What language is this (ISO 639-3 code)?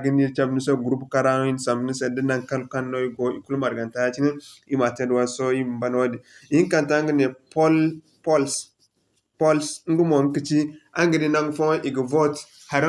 dje